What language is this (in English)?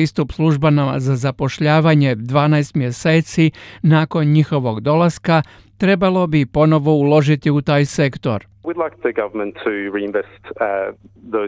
Croatian